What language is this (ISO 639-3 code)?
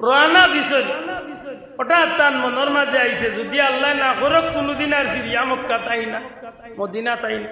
syl